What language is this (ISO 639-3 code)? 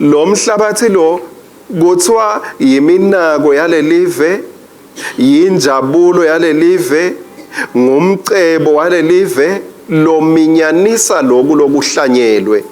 ssw